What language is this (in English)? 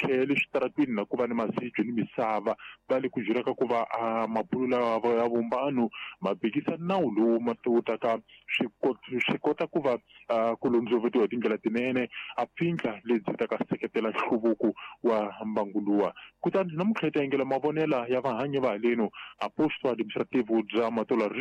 Tsonga